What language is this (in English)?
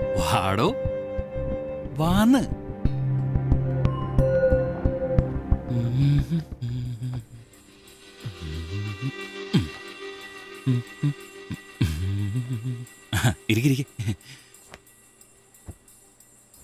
Malayalam